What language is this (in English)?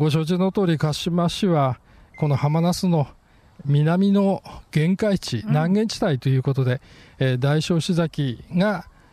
Japanese